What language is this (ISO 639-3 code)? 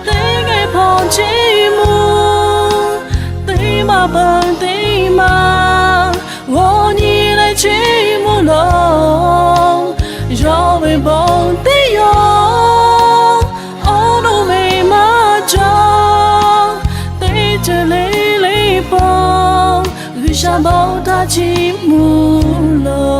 lhu